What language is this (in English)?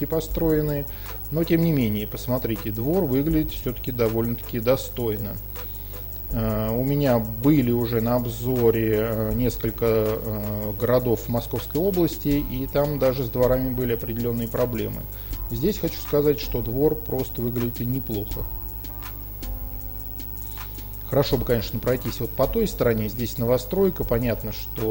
Russian